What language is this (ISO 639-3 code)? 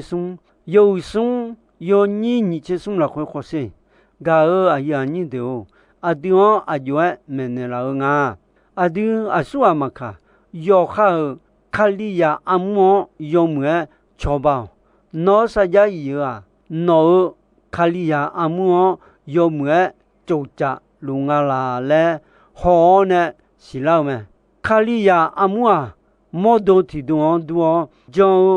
ahk